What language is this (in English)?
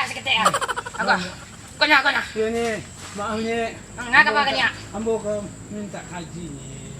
Minangkabau